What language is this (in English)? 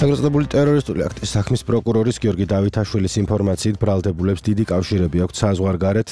Georgian